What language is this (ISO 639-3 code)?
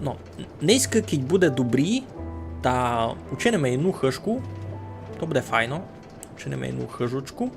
rue